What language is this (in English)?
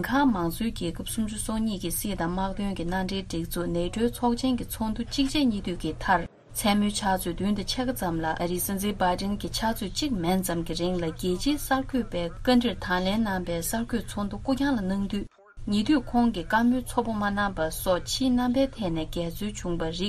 Tibetan